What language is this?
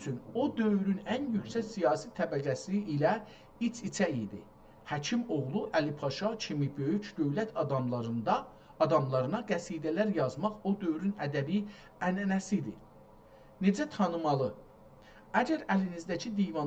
South Azerbaijani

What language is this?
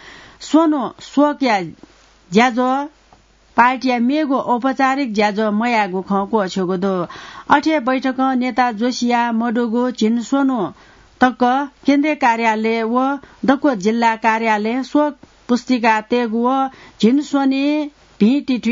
Newari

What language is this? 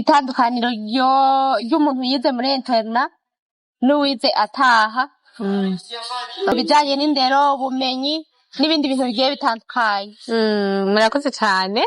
Rundi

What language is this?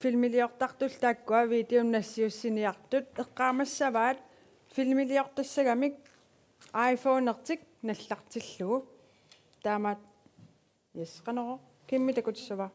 Kalaallisut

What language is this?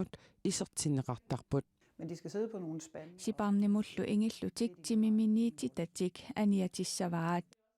Kalaallisut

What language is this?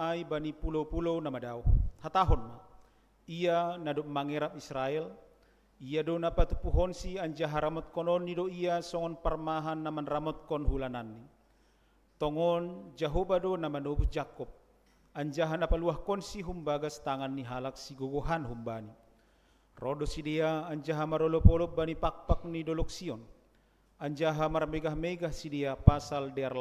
Batak Simalungun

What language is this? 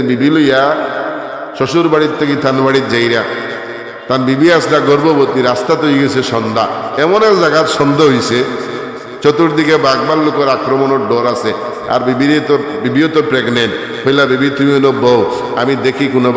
Sylheti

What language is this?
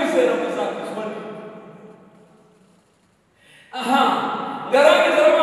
Kinyarwanda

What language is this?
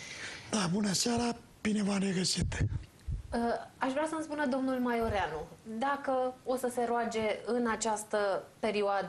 Romanian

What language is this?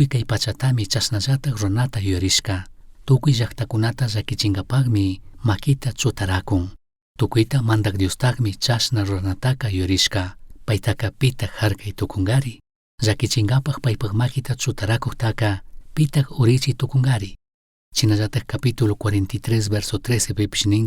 Chimborazo Highland Quichua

